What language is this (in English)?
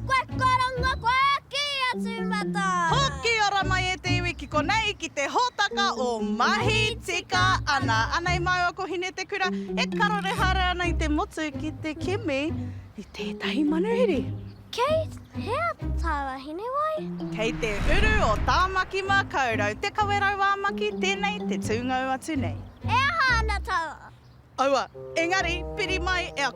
Māori